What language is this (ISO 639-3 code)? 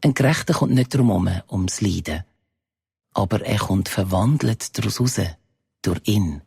gsw